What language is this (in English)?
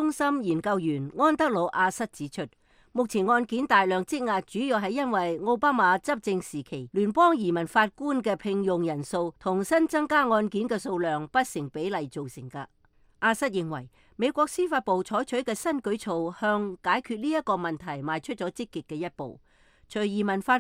Cantonese